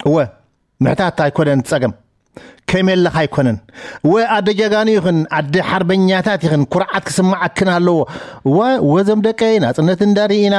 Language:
Tigrinya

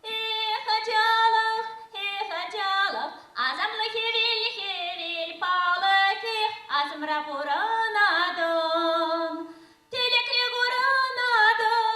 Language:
Chuvash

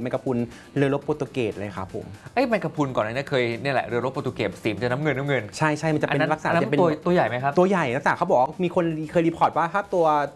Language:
Thai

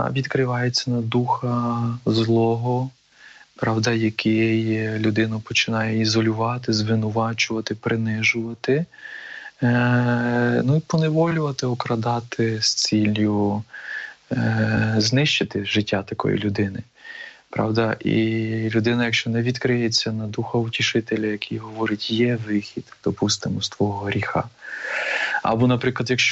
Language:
Ukrainian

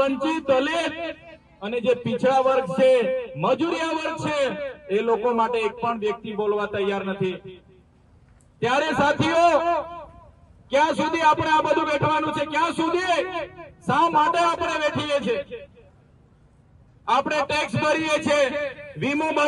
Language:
Gujarati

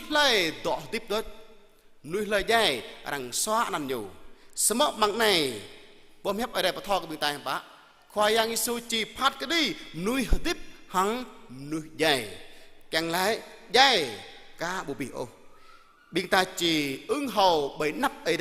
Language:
Jarai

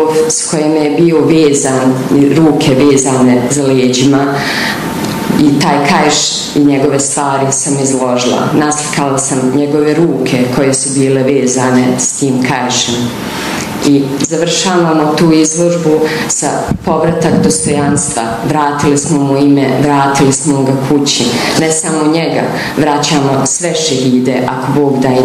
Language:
Bosnian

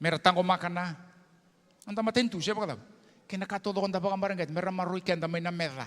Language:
Fijian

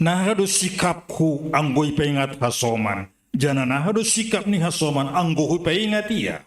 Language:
Batak Simalungun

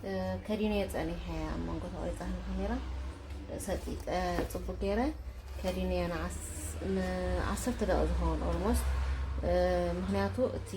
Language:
Tigrinya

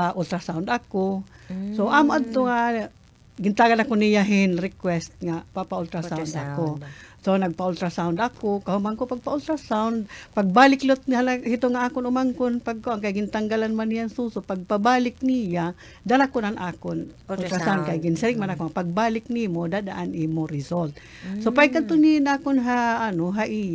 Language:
Waray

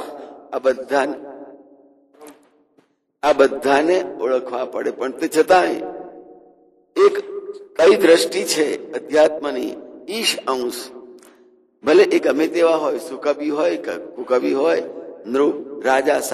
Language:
Gujarati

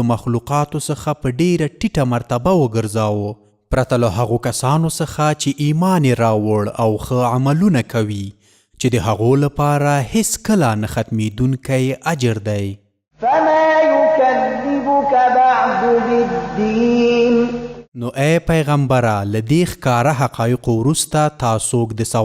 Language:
Pashto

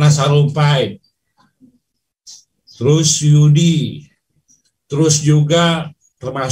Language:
Indonesian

